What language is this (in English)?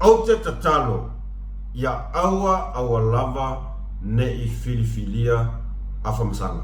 Samoan